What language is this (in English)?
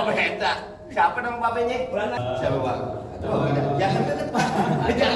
Betawi